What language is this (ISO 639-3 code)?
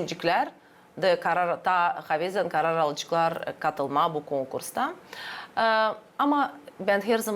gag